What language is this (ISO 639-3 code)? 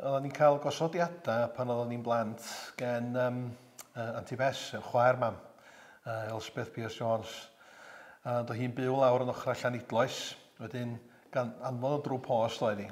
cym